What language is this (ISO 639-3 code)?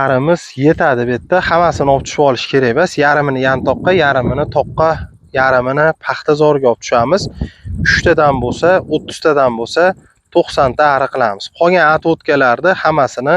uzb